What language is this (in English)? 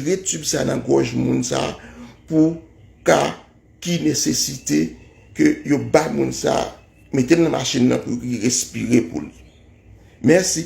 Haitian Creole